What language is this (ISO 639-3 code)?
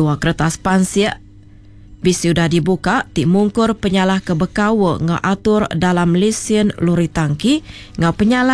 iba